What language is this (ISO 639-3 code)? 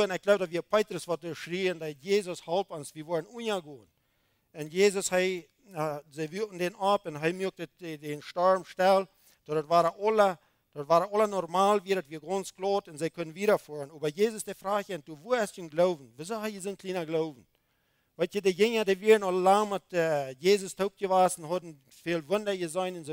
pdt